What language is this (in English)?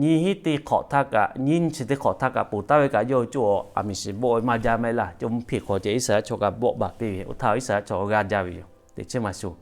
Lahu